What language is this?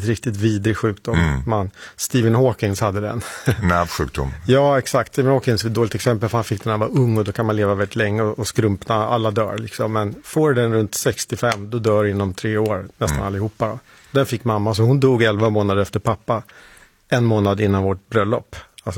Swedish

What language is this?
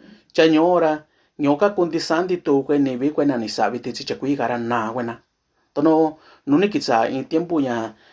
Mixtepec Mixtec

